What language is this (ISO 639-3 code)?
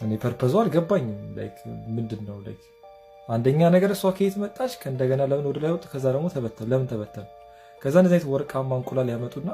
amh